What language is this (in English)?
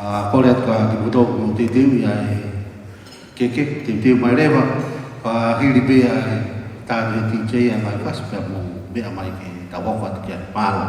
Tongan